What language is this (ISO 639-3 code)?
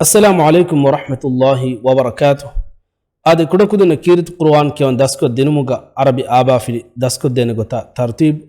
div